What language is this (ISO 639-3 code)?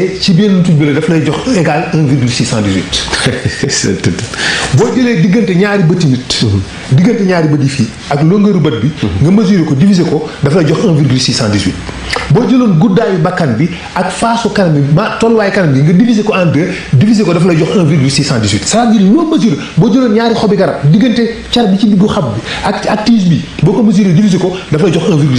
wol